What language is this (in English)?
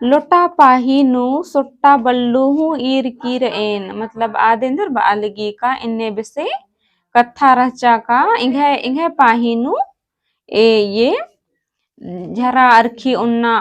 Kurukh